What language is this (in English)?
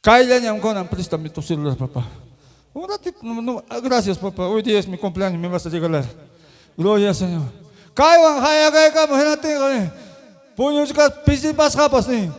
Ayacucho Quechua